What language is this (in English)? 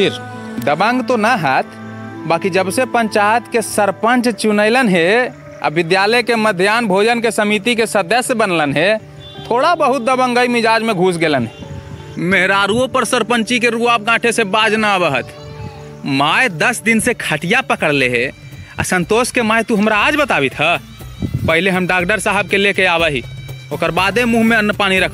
Magahi